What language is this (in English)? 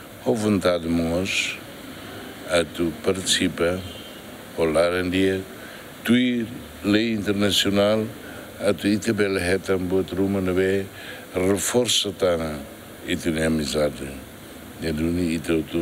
Tetum